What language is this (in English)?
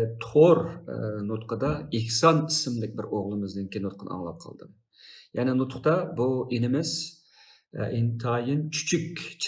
Uyghur